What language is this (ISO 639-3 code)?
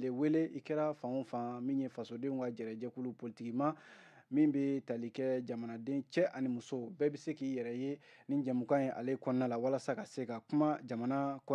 bam